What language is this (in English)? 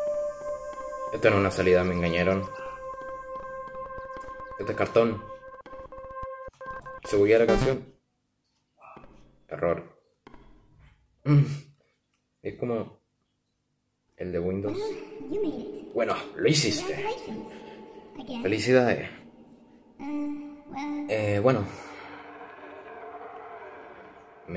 Spanish